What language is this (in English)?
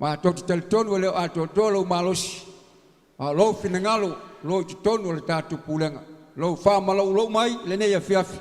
Samoan